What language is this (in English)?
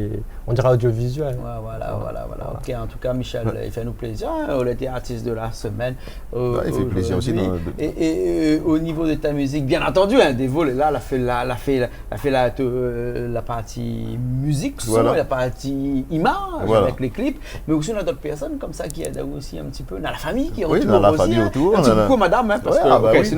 Réunion Creole French